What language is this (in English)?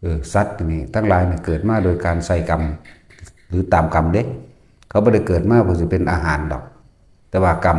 Lao